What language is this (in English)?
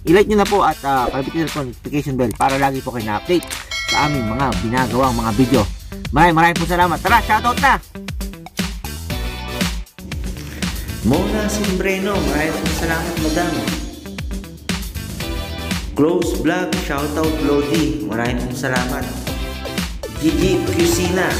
Filipino